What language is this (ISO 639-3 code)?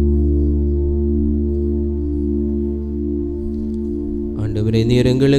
tam